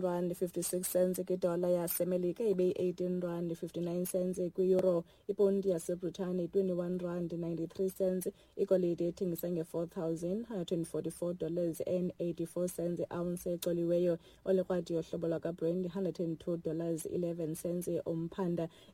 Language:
Xhosa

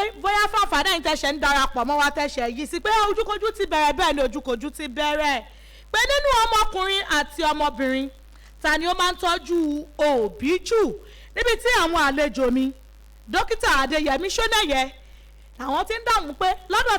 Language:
Yoruba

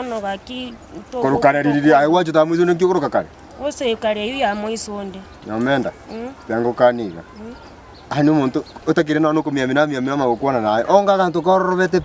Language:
Gusii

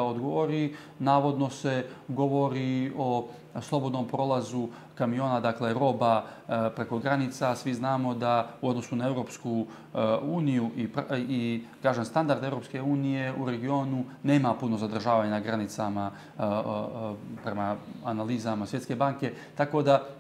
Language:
Bosnian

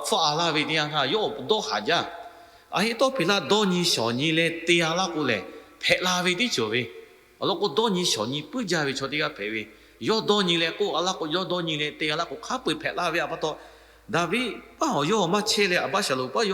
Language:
Lahu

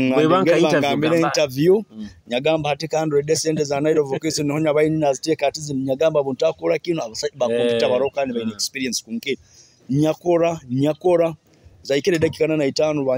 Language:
Nyoro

